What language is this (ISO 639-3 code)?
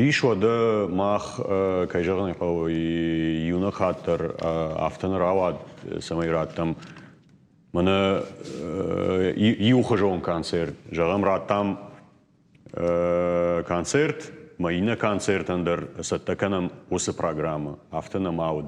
oss